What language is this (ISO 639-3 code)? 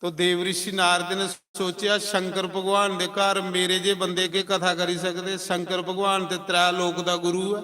doi